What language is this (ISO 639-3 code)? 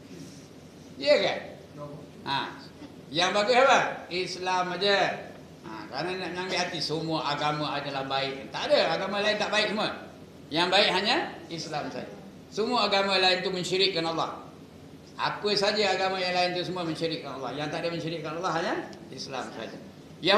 msa